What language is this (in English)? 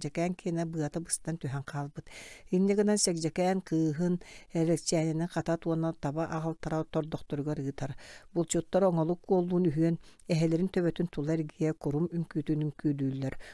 Yakut